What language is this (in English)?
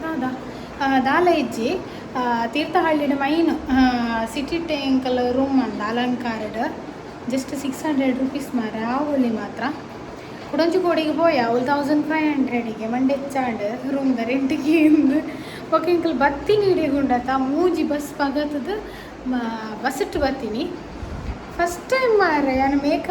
Tulu